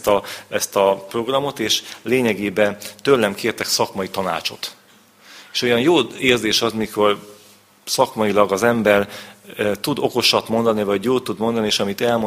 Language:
Hungarian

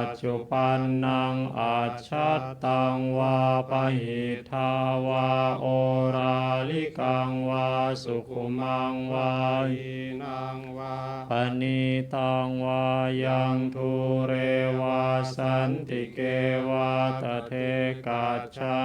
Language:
Pali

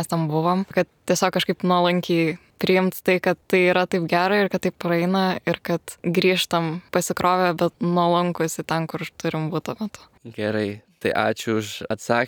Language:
Lithuanian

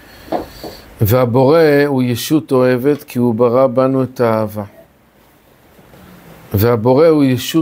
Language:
Hebrew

